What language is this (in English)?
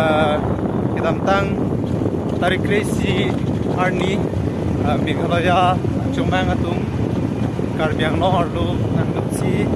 Karbi